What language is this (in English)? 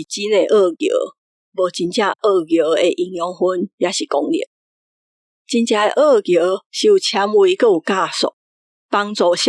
Min Nan Chinese